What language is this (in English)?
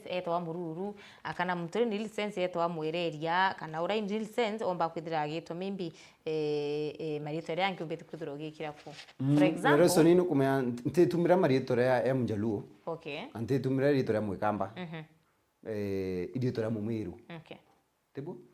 Meru